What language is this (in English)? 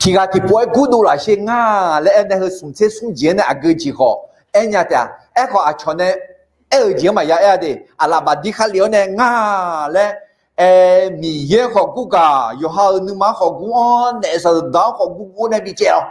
Akha